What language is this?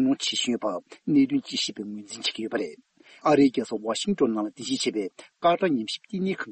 Tibetan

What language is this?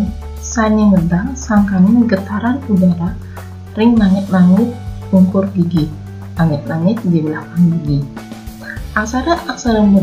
Balinese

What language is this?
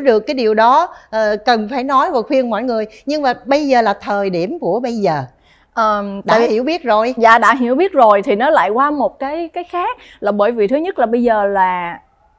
Vietnamese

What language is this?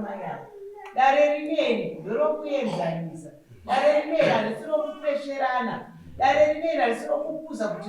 Shona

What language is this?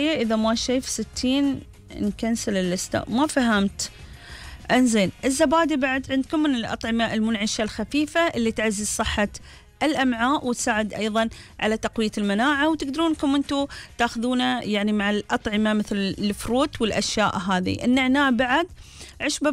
Gulf Arabic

